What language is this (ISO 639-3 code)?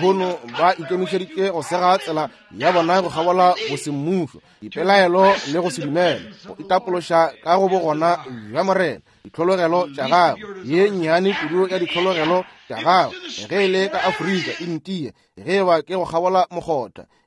nso